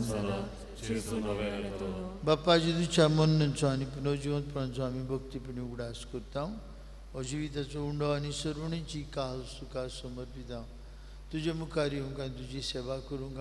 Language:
Konkani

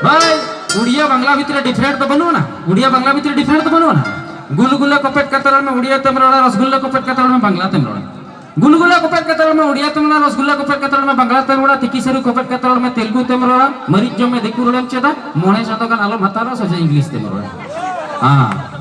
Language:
Santali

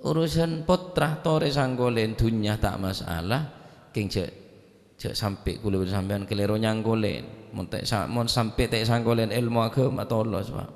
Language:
Madurese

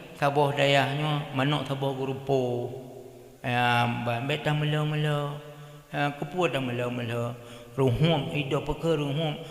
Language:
Achinese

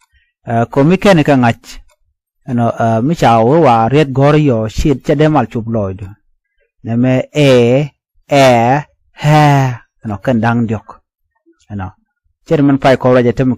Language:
Nuer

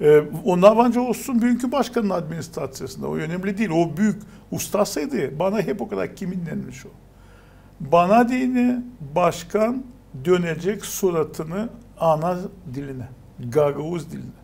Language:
Gagauz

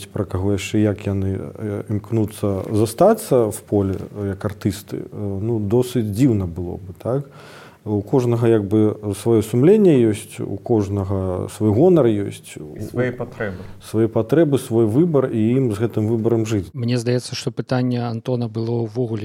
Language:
Belarusian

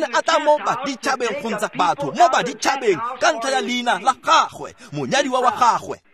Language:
Tswana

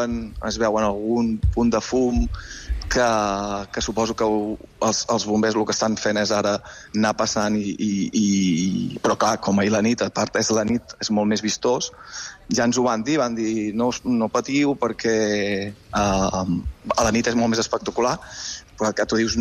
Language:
Catalan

